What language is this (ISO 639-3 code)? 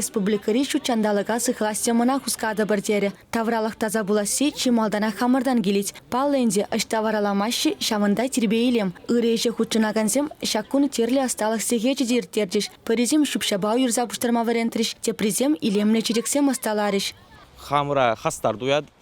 chv